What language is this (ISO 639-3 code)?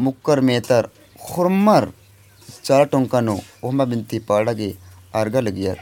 kru